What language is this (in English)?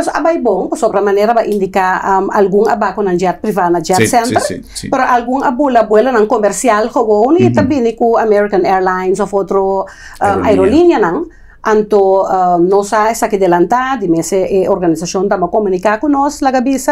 Papiamento